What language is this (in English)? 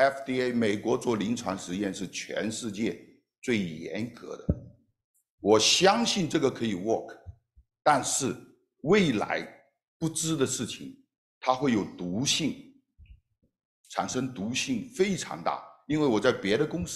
Chinese